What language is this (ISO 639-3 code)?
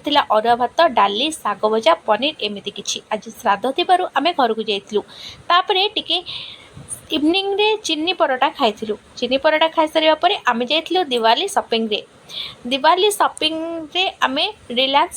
ori